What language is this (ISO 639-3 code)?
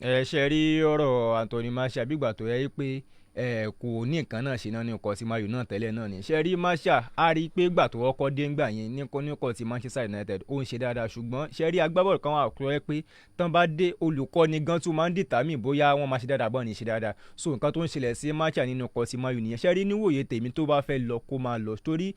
yor